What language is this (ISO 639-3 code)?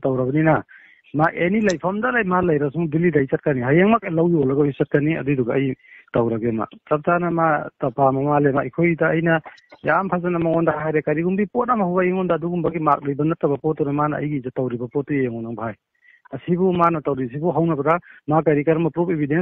mni